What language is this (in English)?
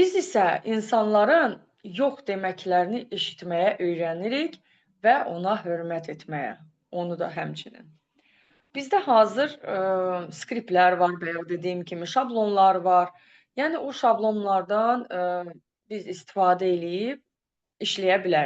Azerbaijani